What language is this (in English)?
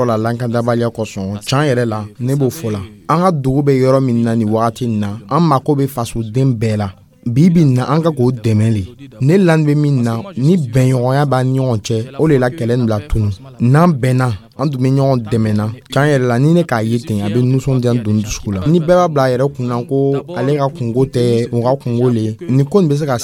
Dyula